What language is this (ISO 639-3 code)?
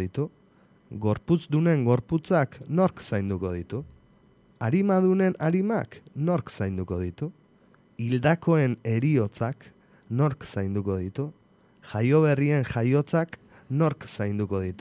eus